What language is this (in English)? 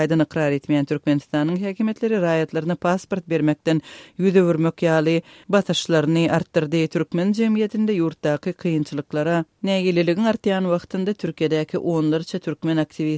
Turkmen